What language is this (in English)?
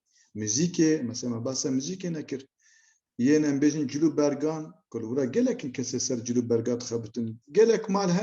Kurdish